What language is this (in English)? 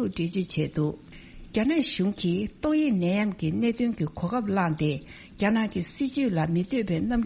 Tibetan